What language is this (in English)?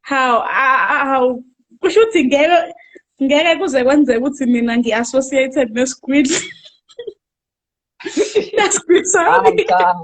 Zulu